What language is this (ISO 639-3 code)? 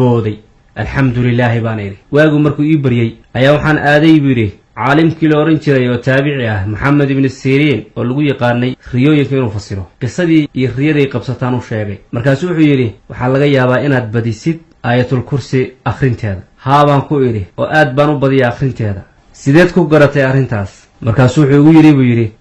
som